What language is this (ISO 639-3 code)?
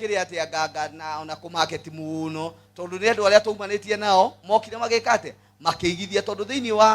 kik